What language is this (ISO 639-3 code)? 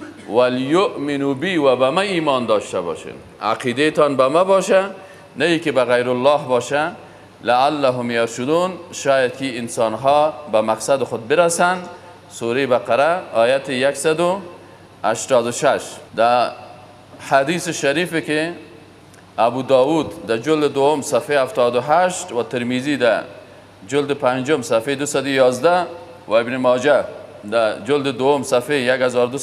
fas